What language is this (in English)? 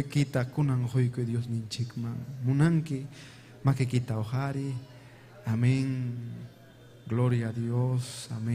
Ayacucho Quechua